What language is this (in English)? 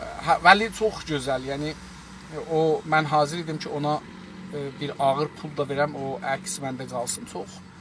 South Azerbaijani